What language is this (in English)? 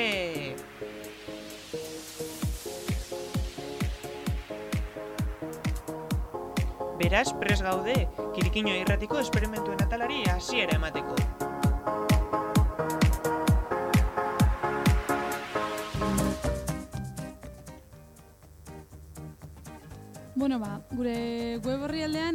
Basque